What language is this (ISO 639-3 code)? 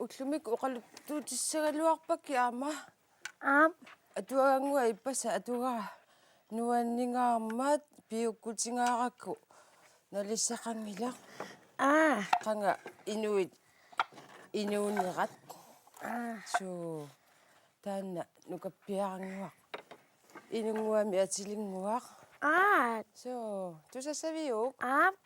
kal